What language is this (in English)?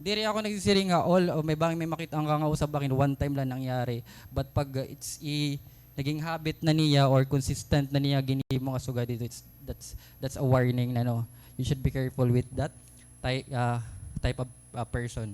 Waray